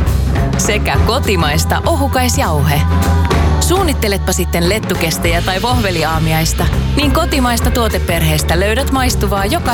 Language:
Finnish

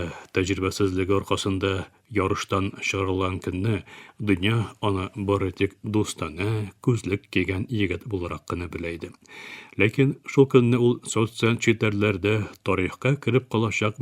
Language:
Tatar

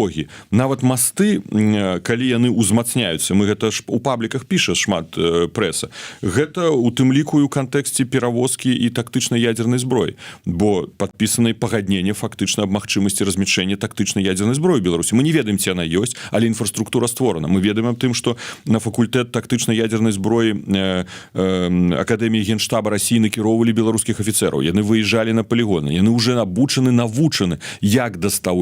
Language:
Belarusian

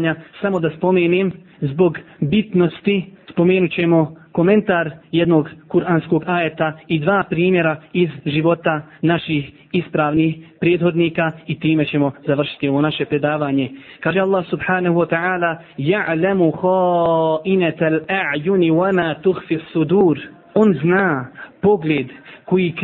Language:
Bosnian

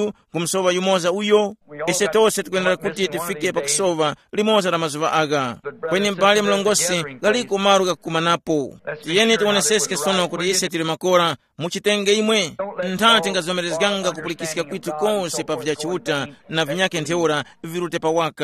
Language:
Tumbuka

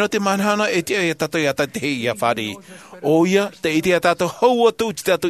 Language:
Tahitian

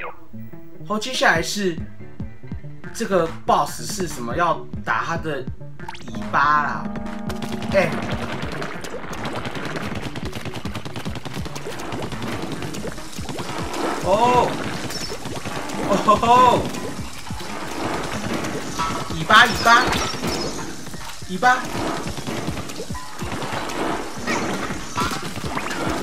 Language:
Chinese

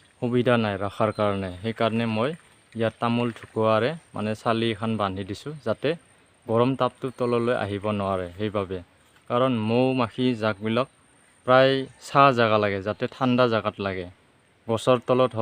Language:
Assamese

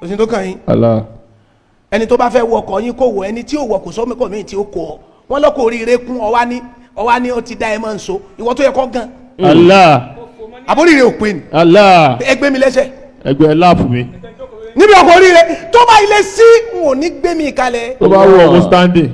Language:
Yoruba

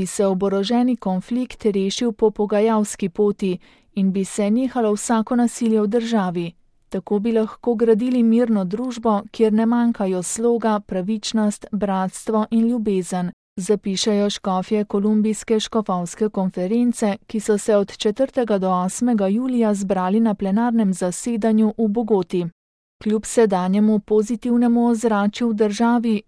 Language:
Slovenian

